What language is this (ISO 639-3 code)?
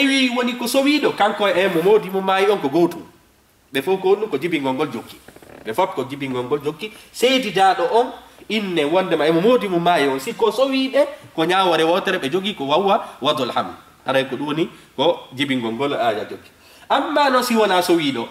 ful